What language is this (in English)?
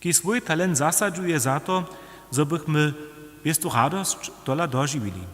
Upper Sorbian